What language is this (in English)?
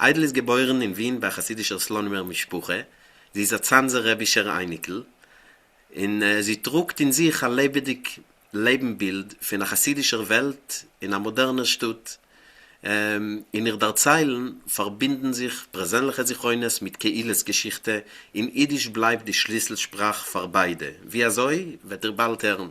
Yiddish